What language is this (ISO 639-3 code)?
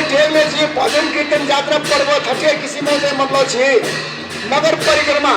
new